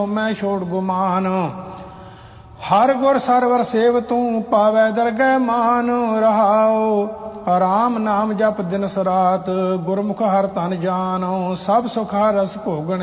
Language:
Punjabi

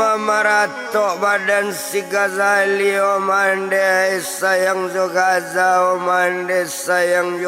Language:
Minangkabau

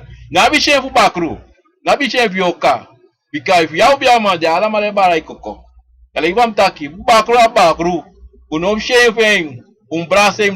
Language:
Sranan Tongo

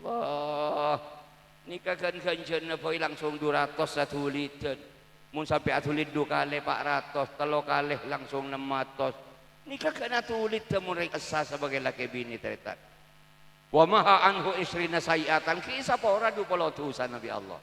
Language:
Madurese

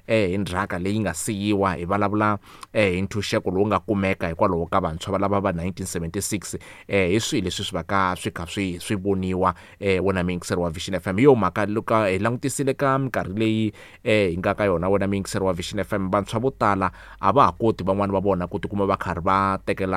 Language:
Tsonga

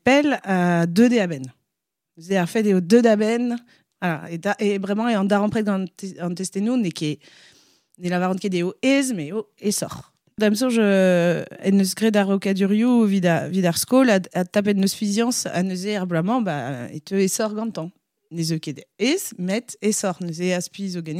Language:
Breton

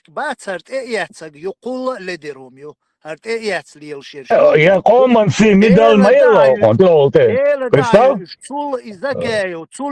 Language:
Chechen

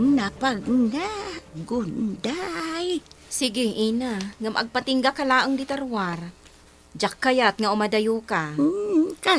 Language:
Iloko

